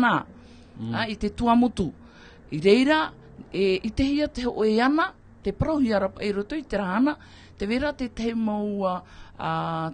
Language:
Tahitian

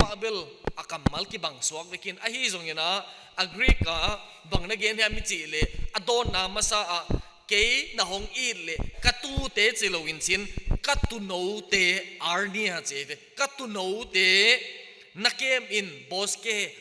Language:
Tedim Chin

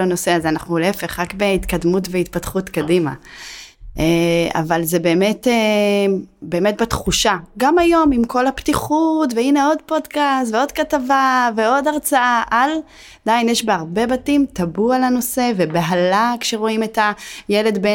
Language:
Hebrew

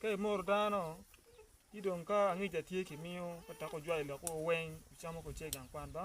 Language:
Acoli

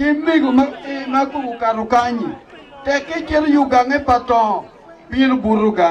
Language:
Acoli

